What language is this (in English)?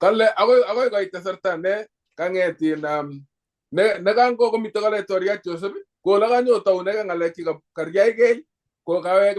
Kalenjin